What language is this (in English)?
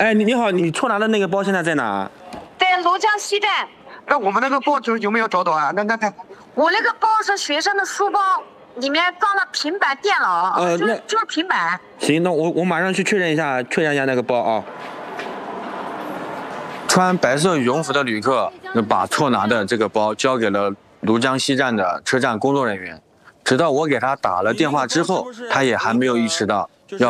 Chinese